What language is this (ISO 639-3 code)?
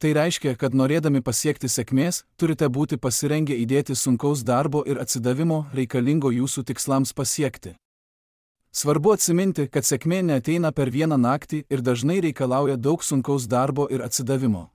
lit